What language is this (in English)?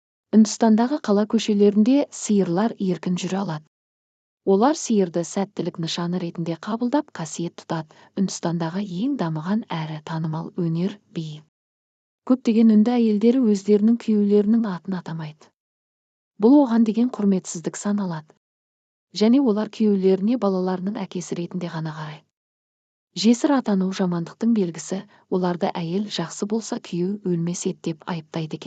Kazakh